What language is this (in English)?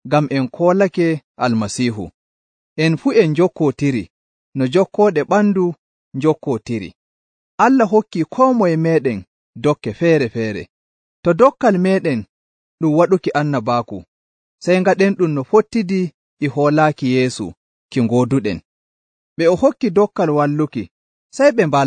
Nigerian Fulfulde